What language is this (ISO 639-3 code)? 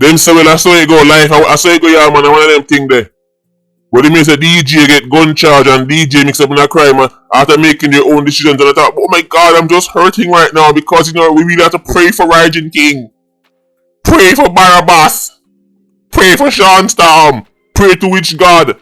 jam